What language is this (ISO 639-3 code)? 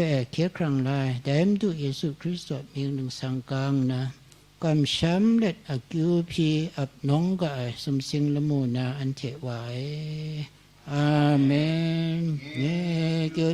kac